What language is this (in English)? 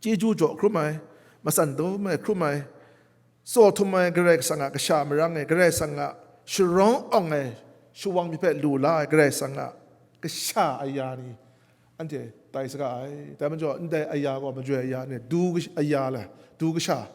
Kachin